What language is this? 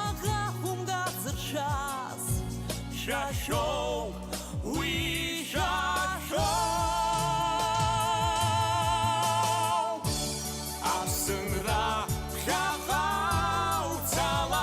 Abkhazian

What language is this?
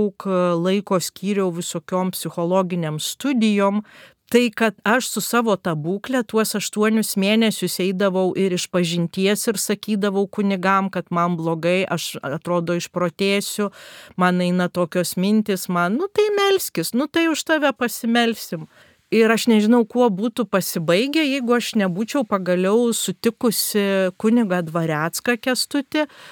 Lithuanian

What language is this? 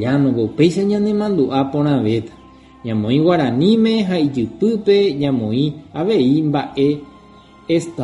Guarani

